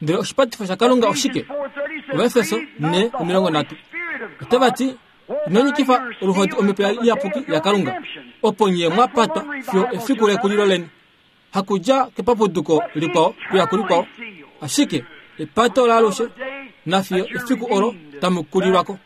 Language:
Kuanyama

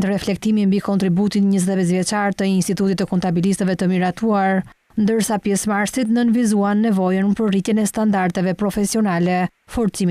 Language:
Albanian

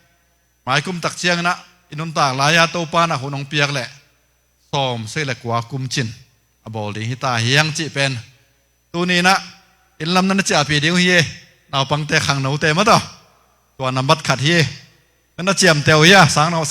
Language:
Tedim Chin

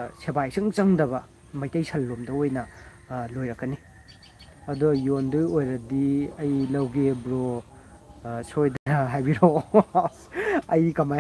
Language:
Manipuri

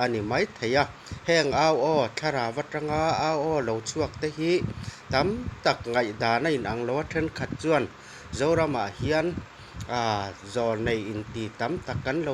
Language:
Mizo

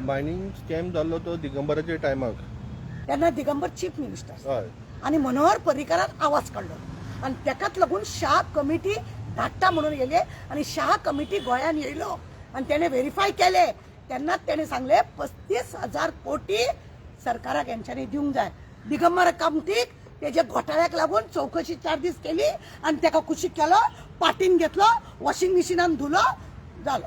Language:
Konkani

